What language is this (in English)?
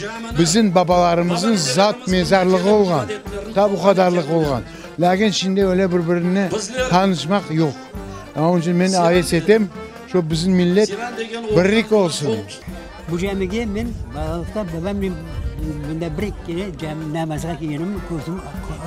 Crimean Tatar